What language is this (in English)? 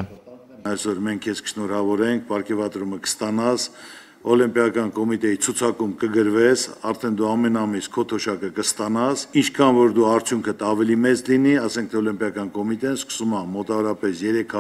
Armenian